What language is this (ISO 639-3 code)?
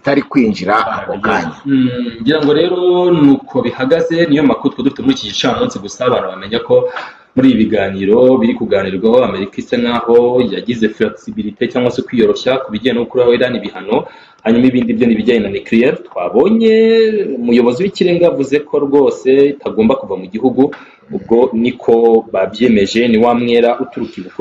kin